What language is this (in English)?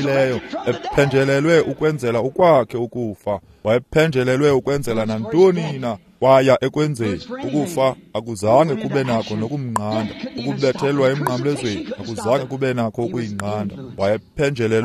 Xhosa